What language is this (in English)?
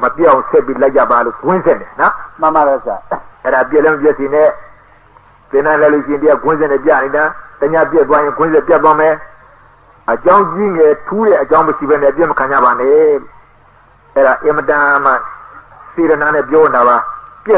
Burmese